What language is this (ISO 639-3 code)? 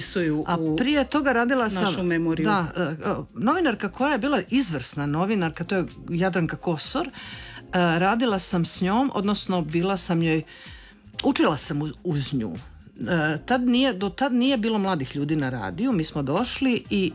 hrv